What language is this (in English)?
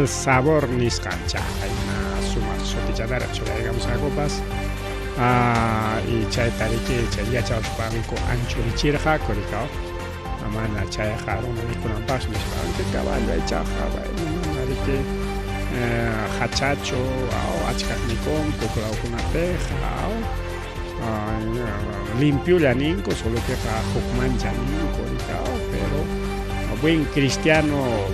Ayacucho Quechua